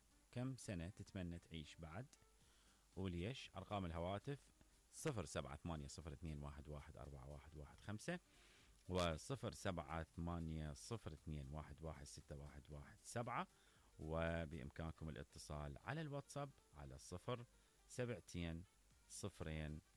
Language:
Mesopotamian Arabic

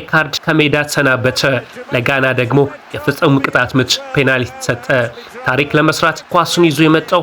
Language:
Amharic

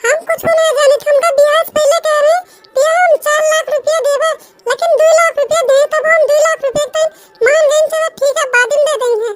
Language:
Awadhi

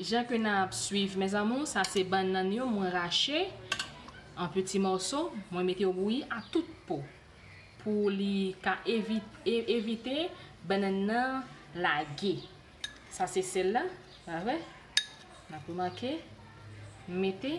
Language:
Haitian Creole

